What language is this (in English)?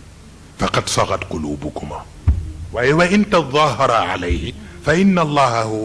Wolof